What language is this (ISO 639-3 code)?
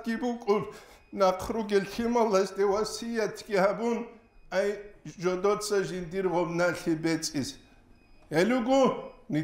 ava